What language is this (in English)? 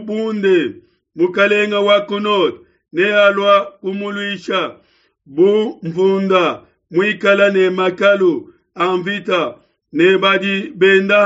Luba-Lulua